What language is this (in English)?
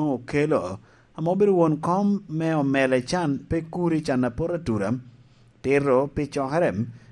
Lango (Uganda)